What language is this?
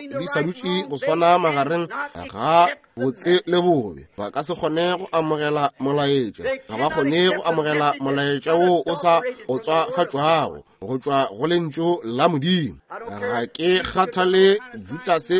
Northern Sotho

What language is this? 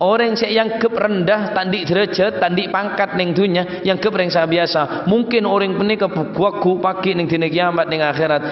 Madurese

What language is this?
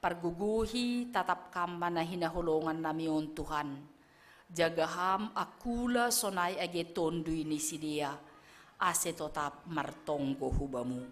Batak Simalungun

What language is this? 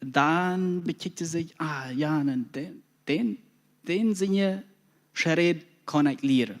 Plautdietsch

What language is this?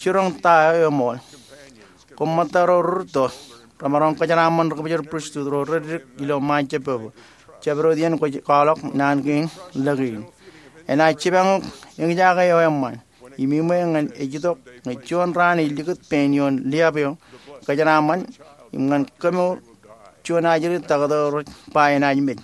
Marshallese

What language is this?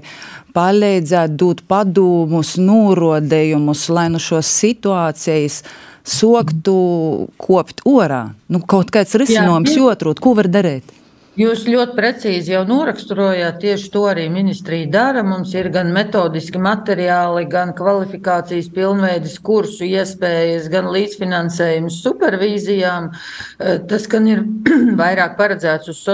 Latvian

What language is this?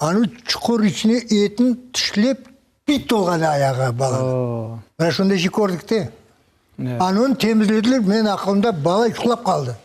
Crimean Tatar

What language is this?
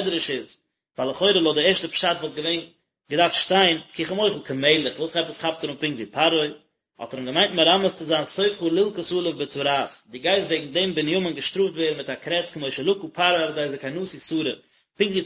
Yiddish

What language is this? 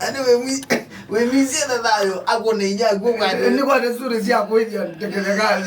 Kamba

